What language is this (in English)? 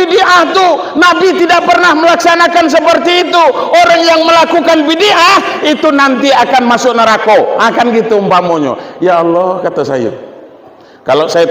Minangkabau